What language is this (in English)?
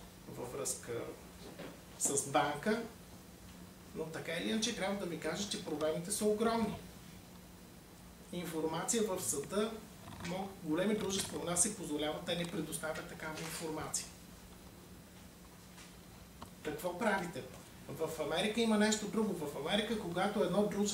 Bulgarian